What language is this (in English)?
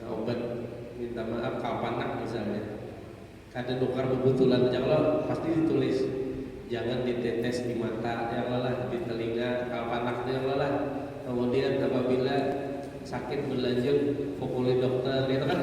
Banjar